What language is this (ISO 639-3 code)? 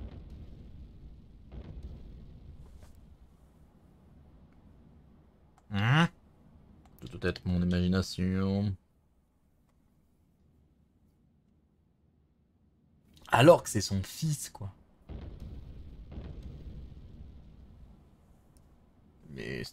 fra